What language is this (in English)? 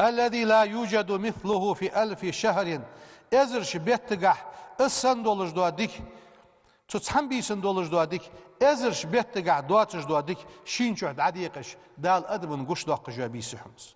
Ingush